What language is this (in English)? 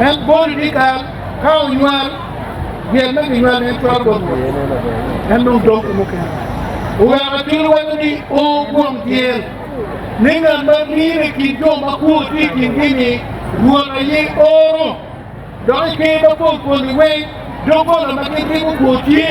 Acoli